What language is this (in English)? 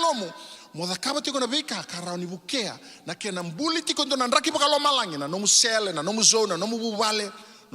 Fijian